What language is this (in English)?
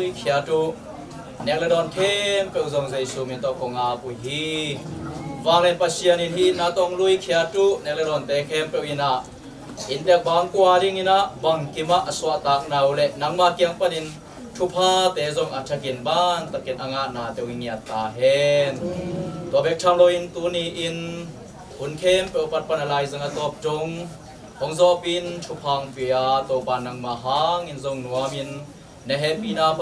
Tedim Chin